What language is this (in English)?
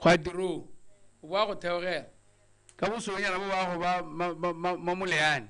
Tswana